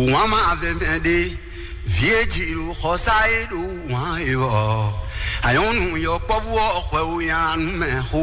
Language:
Fon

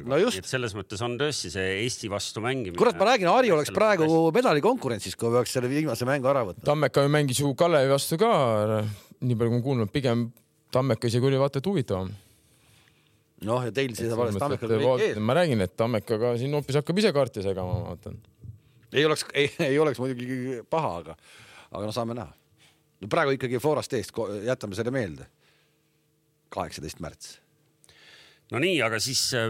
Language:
Estonian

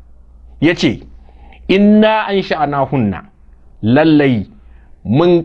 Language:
Hausa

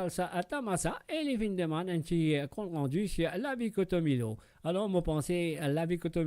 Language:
Morisyen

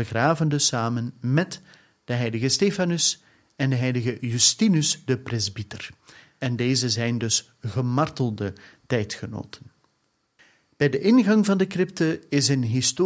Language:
Dutch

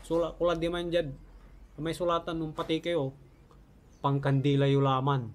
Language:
Pangasinan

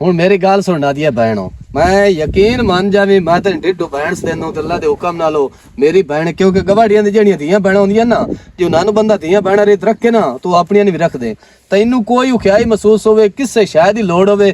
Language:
Western Panjabi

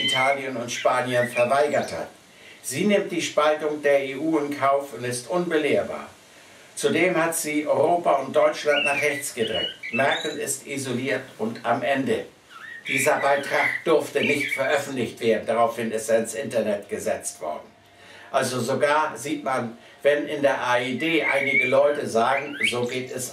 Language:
German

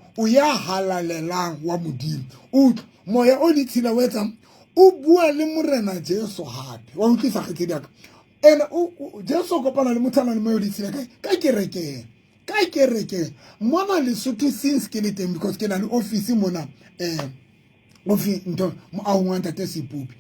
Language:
Southern Sotho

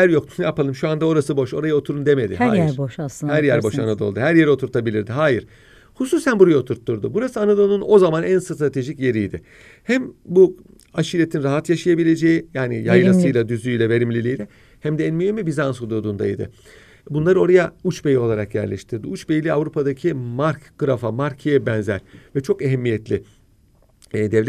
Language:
Turkish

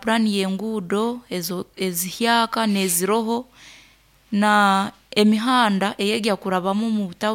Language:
Nyoro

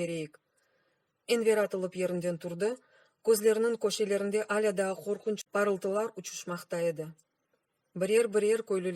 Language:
Crimean Tatar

